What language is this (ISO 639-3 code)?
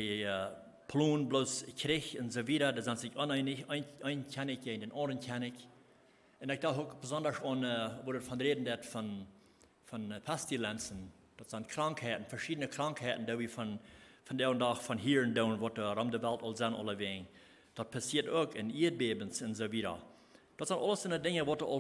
pdt